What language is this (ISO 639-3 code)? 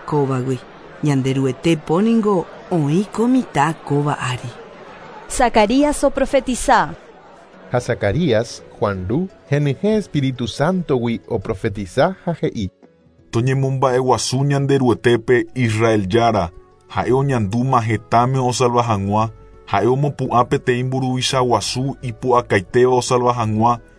grn